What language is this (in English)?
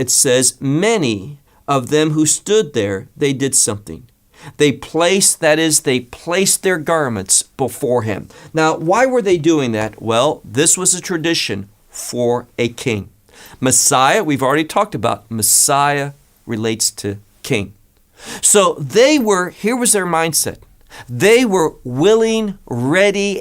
English